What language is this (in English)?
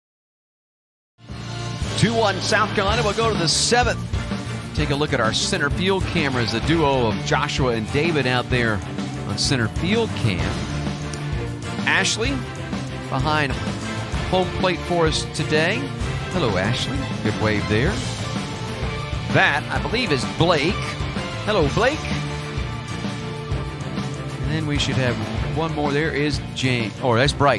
English